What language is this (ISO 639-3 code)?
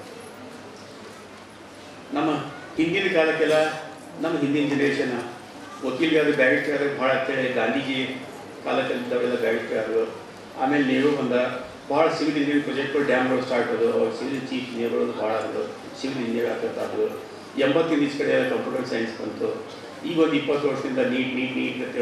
kan